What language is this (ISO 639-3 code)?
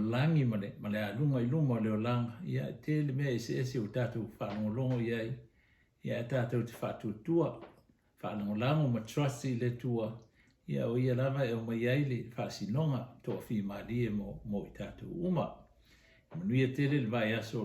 smo